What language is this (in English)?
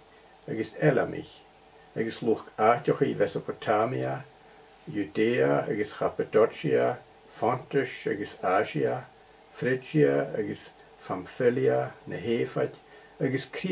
Scottish Gaelic